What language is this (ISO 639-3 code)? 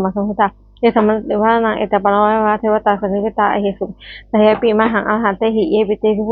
pli